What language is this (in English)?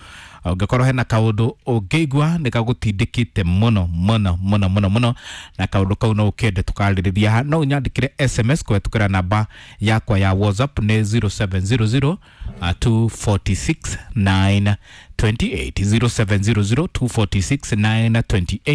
Kikuyu